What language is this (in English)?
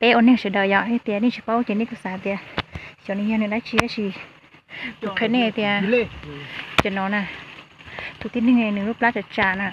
Hmong